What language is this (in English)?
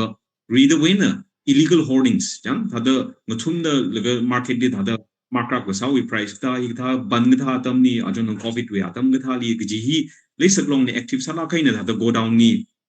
Tangkhul Naga (India)